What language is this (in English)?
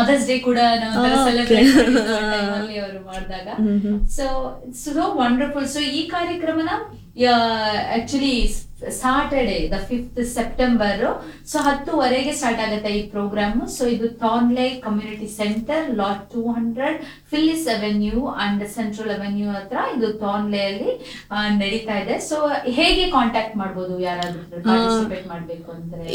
Kannada